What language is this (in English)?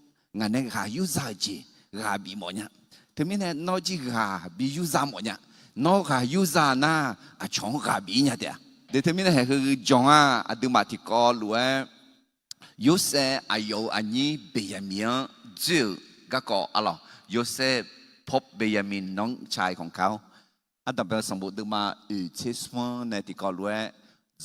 Akha